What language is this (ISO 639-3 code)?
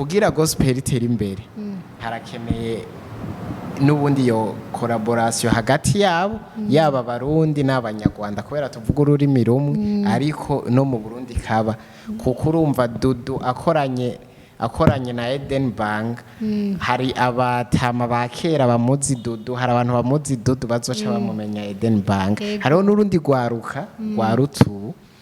run